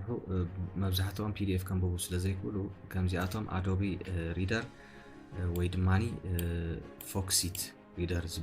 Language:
Tigrinya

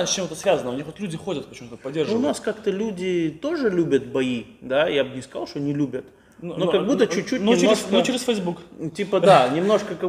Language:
Russian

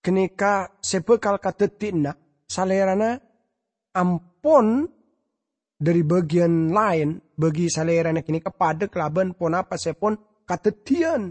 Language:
Madurese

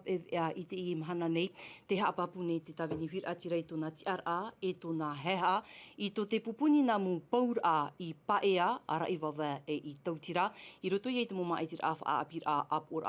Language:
Tahitian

